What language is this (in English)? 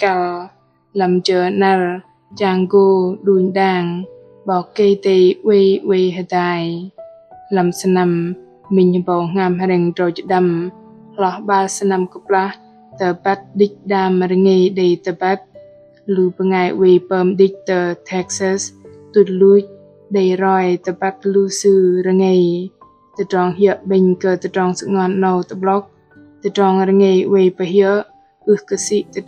Bahnar